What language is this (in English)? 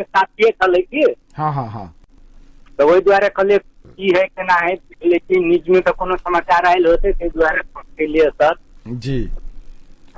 Maithili